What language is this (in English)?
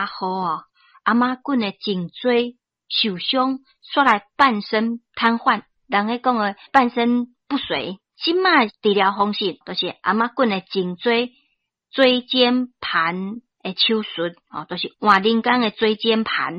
Min Nan Chinese